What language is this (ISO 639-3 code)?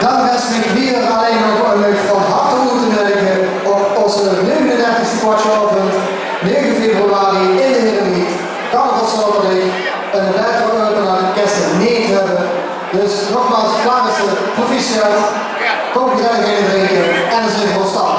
lim